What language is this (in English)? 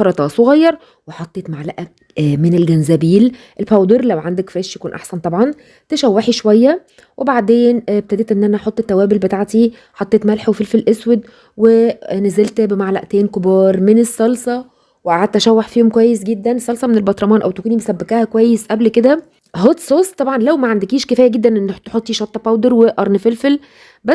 Egyptian Arabic